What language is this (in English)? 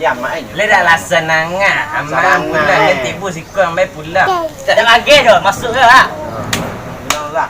Minangkabau